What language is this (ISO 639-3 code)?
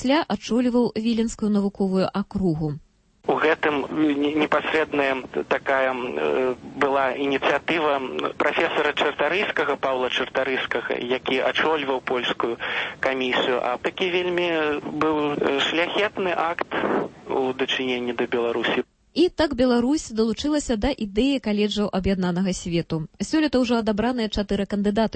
bel